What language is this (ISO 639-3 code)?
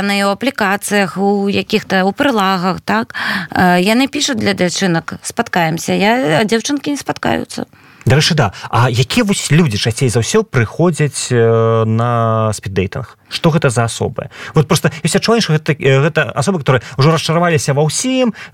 bel